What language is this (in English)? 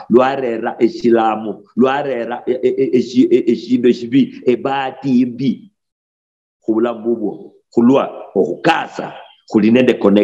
Luyia